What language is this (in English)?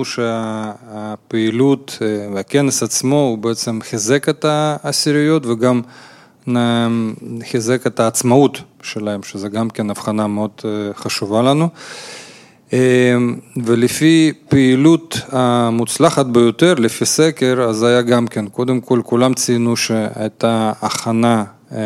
Hebrew